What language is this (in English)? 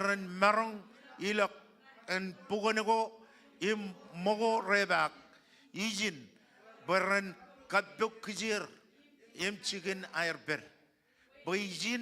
Marshallese